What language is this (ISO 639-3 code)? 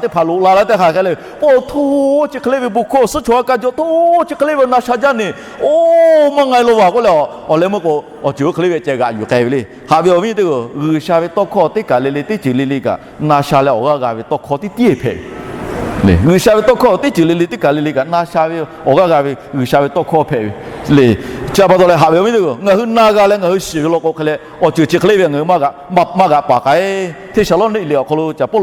lhu